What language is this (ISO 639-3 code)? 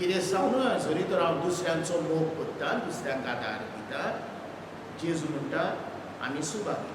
kok